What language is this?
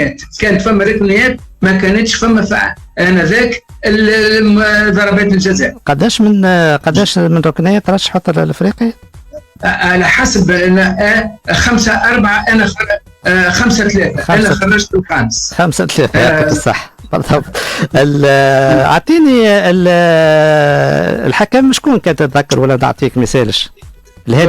Tunisian Arabic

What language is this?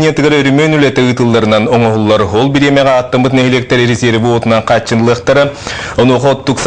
Yakut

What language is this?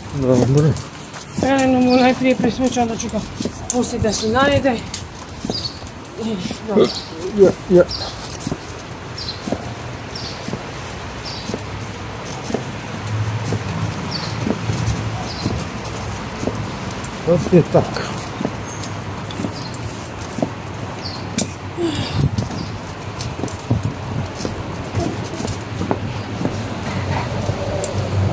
Croatian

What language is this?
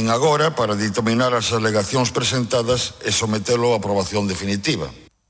Galician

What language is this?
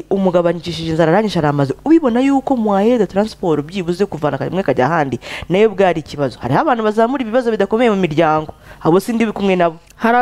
Kinyarwanda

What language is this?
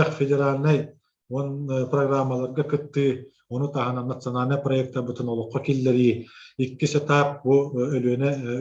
Yakut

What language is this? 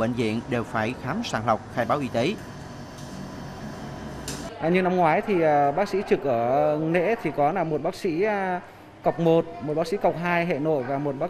Vietnamese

